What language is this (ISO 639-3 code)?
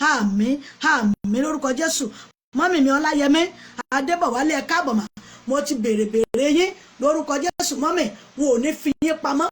yor